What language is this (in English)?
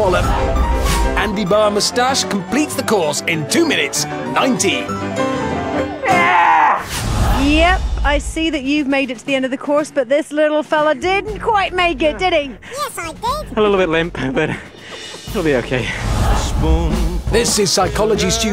English